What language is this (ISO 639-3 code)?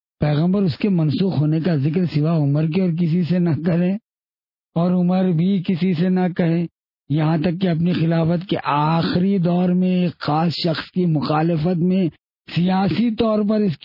urd